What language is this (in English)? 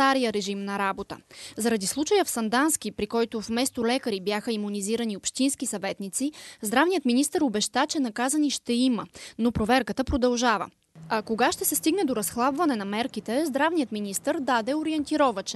Bulgarian